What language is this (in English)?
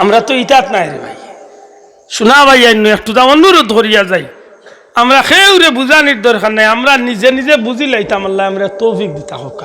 Sylheti